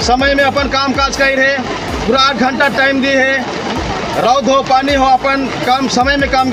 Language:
Sadri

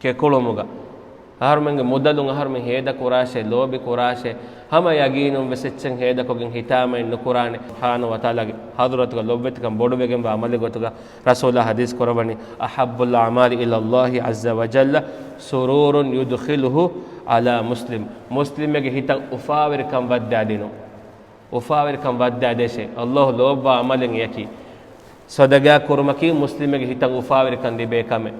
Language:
Divehi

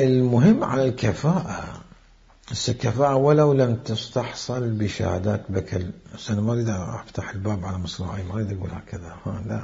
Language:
Mesopotamian Arabic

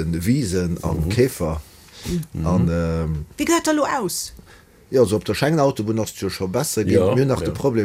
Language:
Luxembourgish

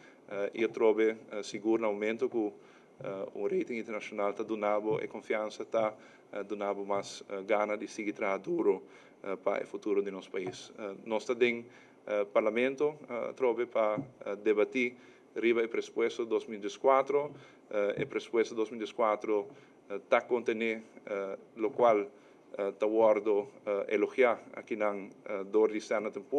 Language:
Papiamento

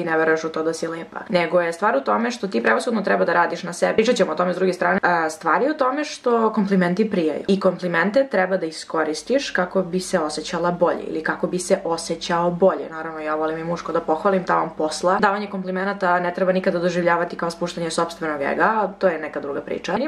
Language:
Serbian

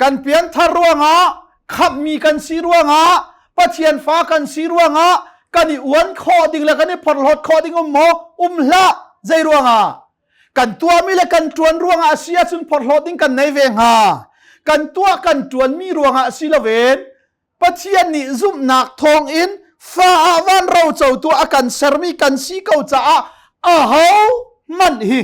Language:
Hakha Chin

